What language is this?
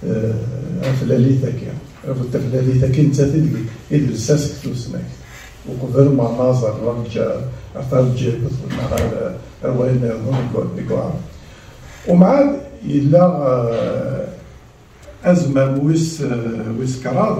Kabyle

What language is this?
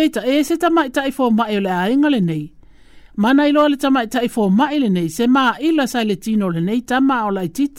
Samoan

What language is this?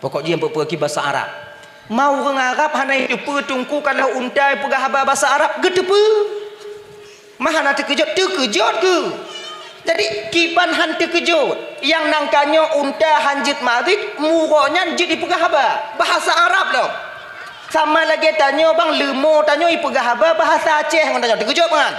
Achinese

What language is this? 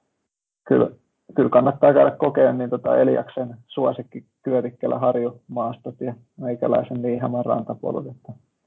Finnish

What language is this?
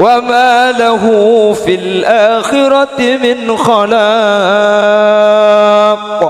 Madurese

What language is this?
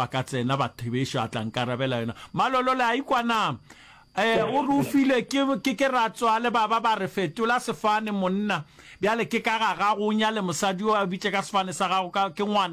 Northern Sotho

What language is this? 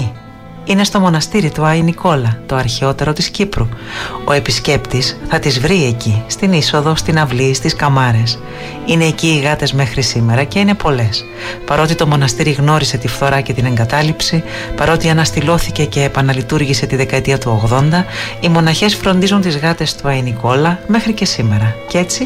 Greek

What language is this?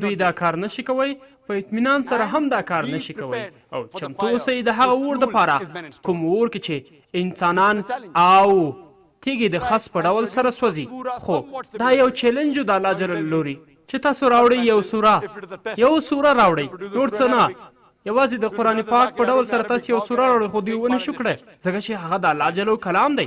Pashto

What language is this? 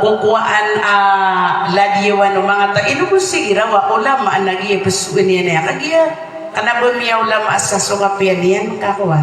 Maranao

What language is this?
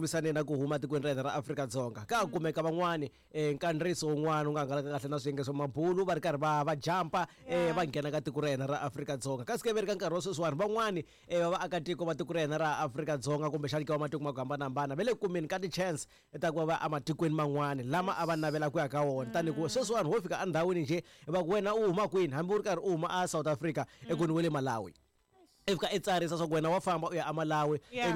Tsonga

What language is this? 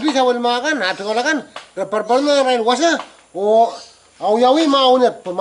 Pohnpeian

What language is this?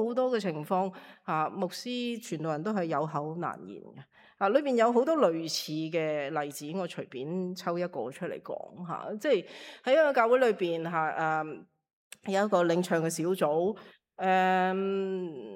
Cantonese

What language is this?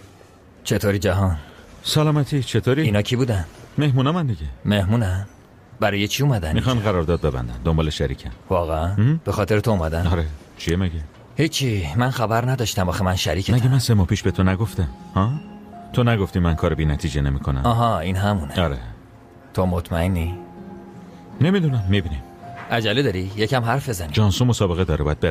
Persian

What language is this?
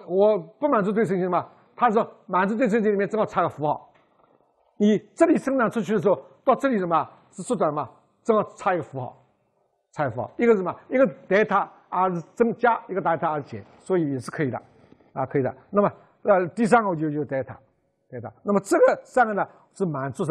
Chinese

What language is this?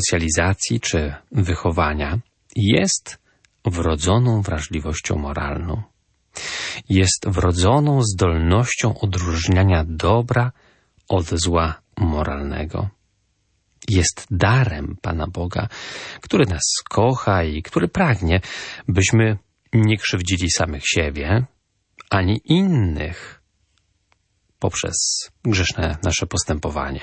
Polish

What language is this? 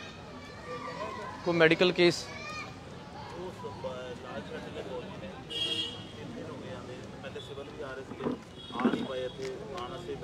Punjabi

